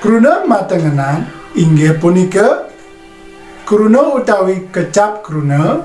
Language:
Balinese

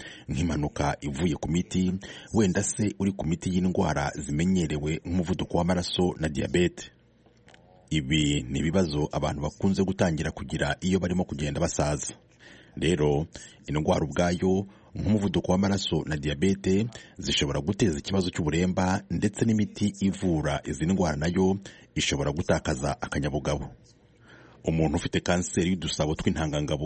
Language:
Kinyarwanda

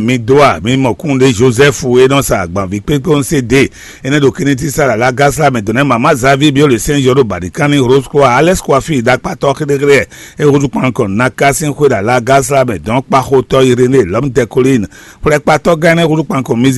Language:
Fon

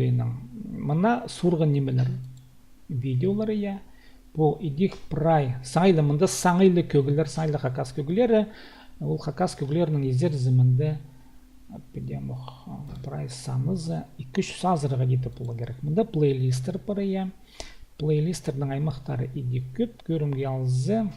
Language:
Khakas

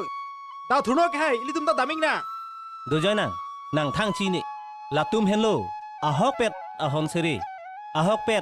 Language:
Karbi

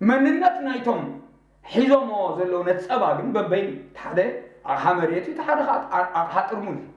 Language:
Tigrinya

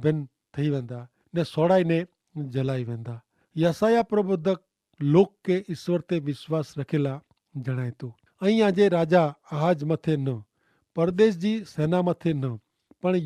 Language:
Kachhi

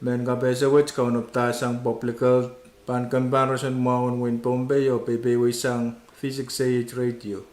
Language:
Pohnpeian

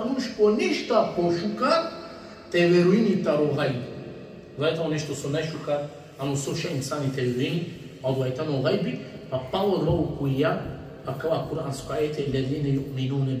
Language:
Balkan Romani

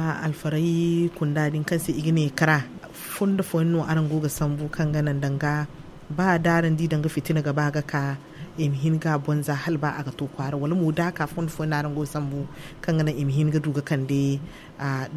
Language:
Zarma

